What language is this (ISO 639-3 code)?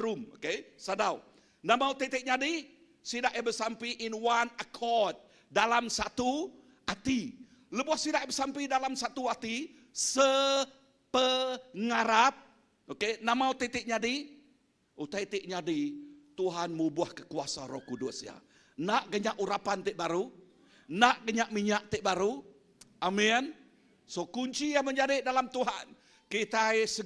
iba